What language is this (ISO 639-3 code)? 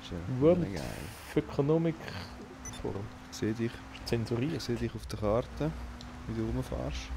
gsw